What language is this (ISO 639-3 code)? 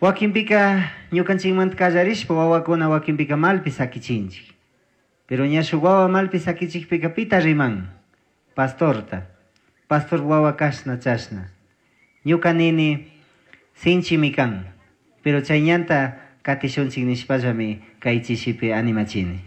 qug